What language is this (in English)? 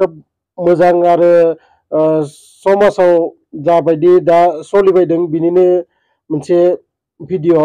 Bodo